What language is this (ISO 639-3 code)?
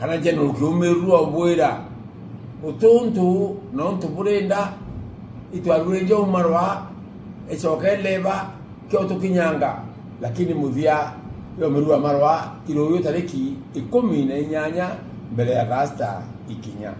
mer